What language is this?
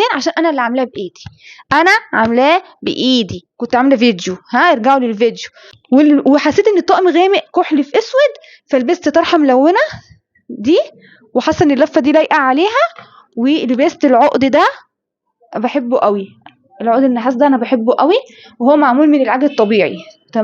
Egyptian Arabic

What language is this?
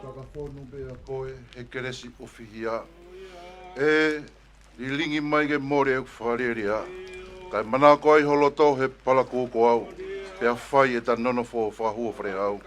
Tongan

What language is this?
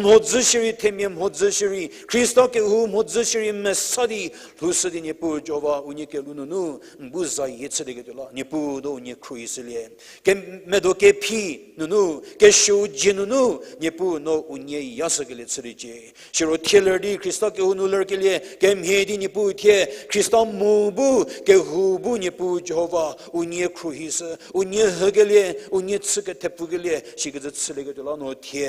Angami Naga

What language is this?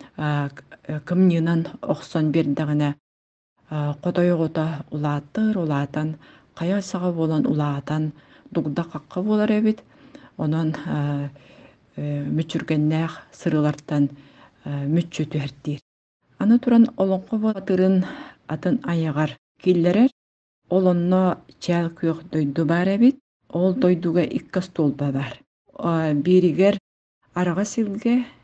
Yakut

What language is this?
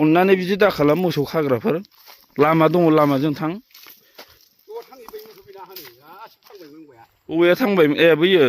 Bodo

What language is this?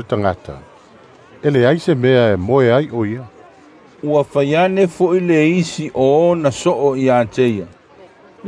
Samoan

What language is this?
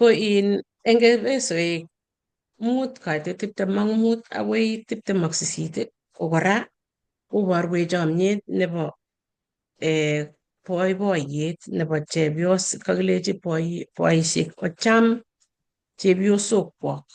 Kalenjin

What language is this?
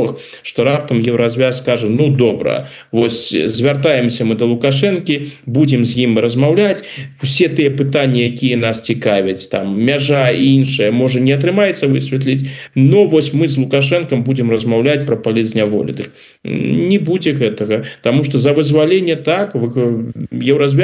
Belarusian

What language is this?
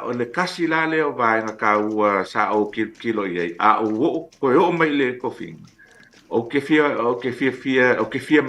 Samoan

